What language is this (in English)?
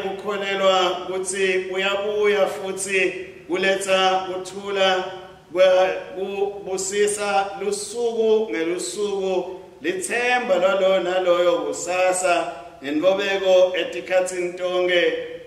Swati